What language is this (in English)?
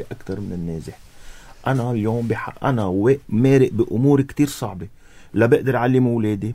North Levantine Arabic